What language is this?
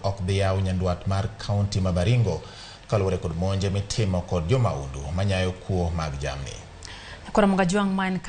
Luo (Kenya and Tanzania)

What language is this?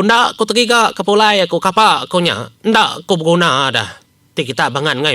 Iban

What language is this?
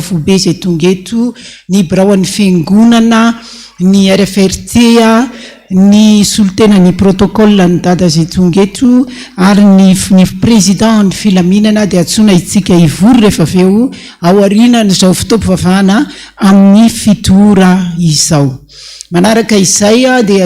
Malagasy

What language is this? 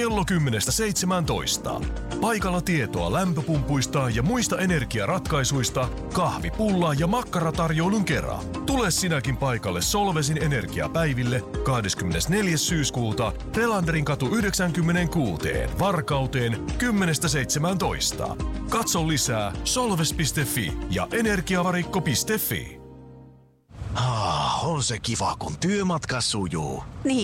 Finnish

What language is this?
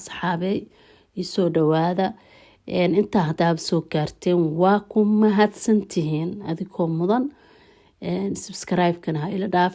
Somali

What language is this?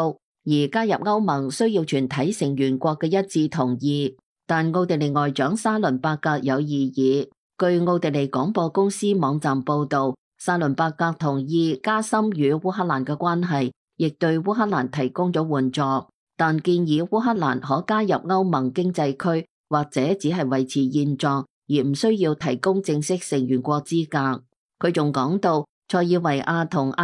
Cantonese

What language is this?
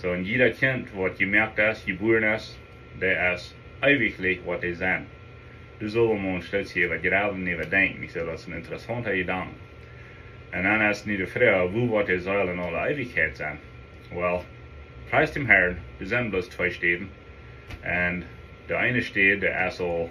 Plautdietsch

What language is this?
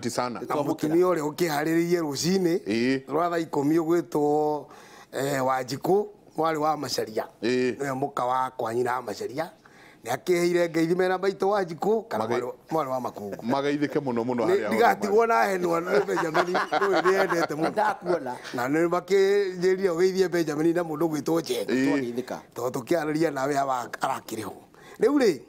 Kikuyu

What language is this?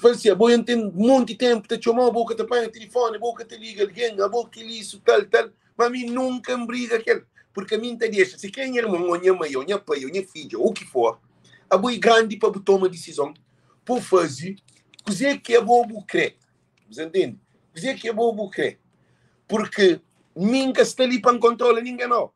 Kabuverdianu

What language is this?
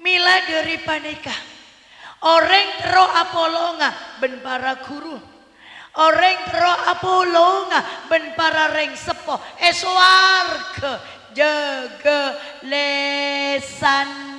Madurese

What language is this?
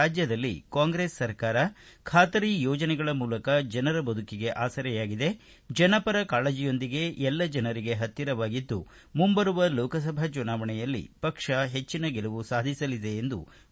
Kannada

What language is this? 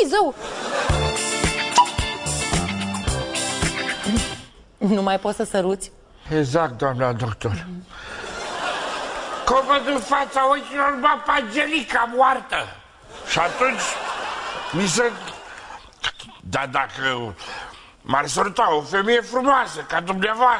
Romanian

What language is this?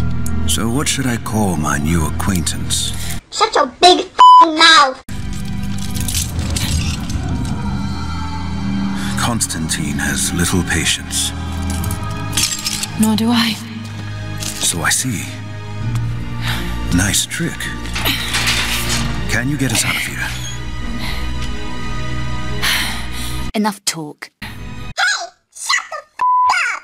English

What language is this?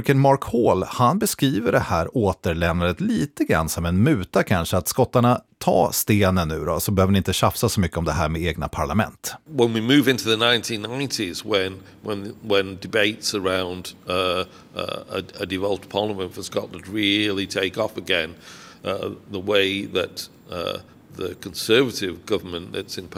Swedish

